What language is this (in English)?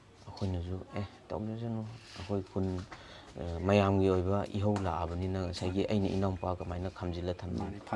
Manipuri